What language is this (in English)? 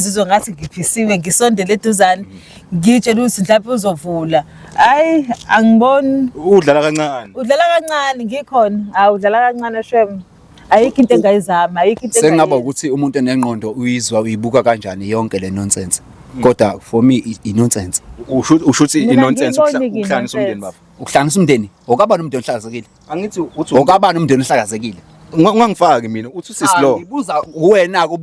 Zulu